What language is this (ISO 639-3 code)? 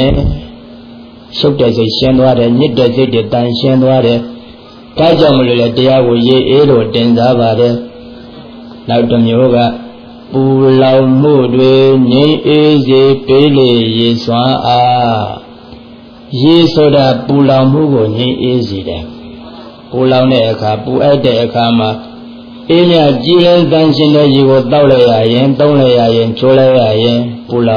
mya